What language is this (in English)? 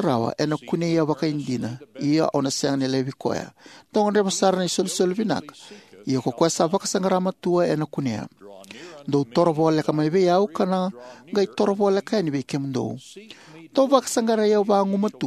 Fijian